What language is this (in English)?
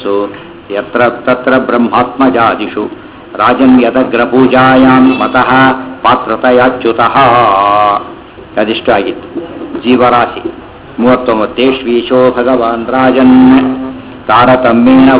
Kannada